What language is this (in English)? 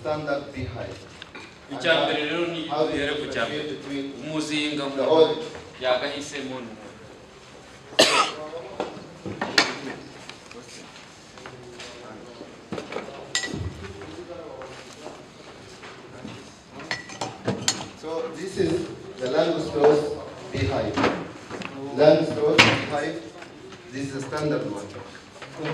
Kinyarwanda